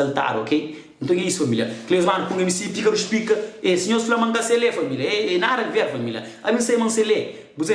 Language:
Kabuverdianu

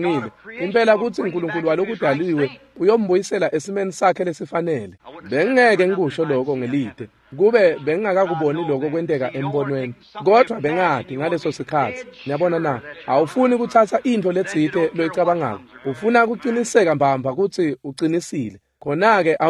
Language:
Swati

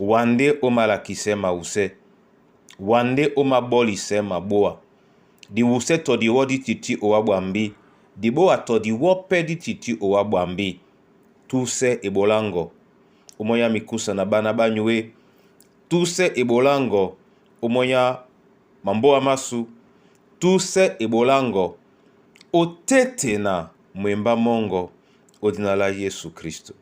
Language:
Duala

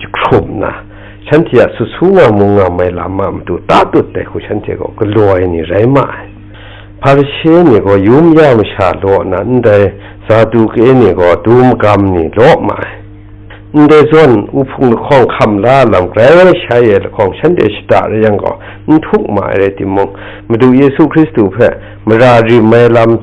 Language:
Kachin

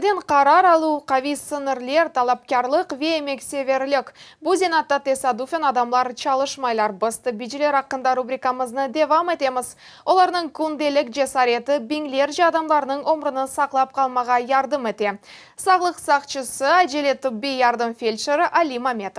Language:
Crimean Tatar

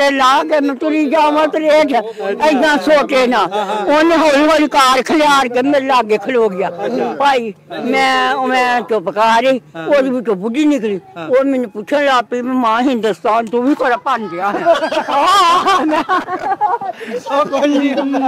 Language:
Punjabi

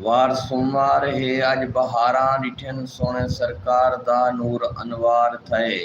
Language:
Saraiki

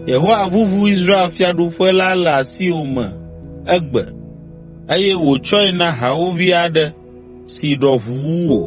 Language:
Ewe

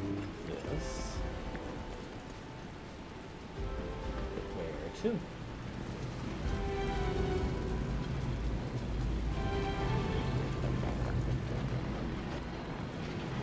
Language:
English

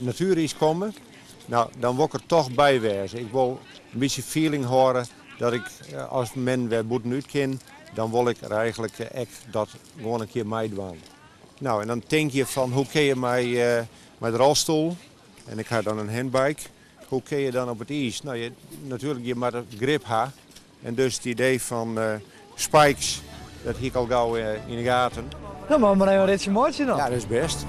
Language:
Western Frisian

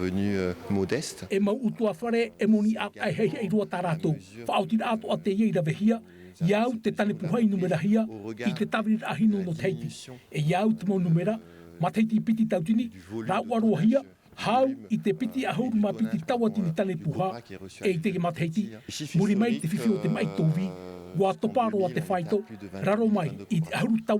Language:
Tahitian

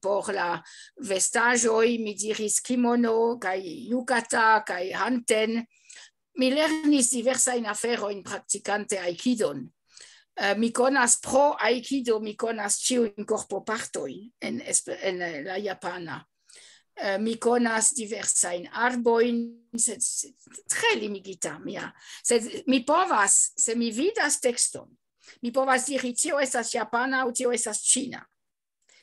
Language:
Esperanto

